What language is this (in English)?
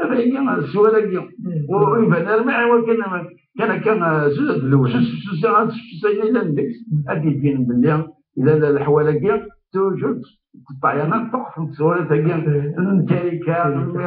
Kabyle